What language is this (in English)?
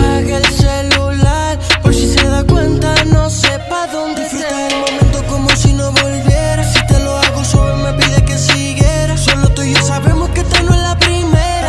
Spanish